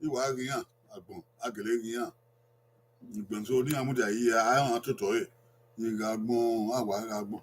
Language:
Bini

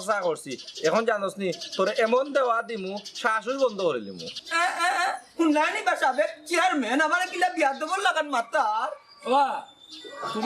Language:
Sylheti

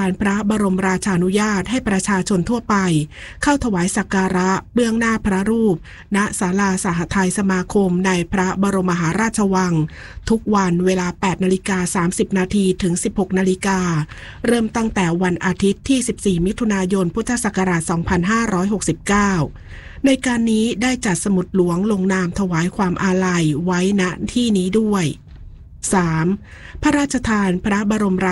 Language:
Thai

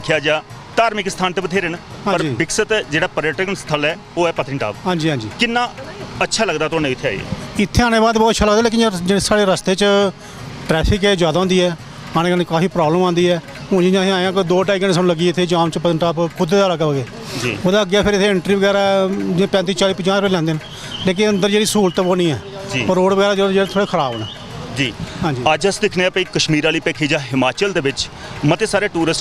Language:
Dogri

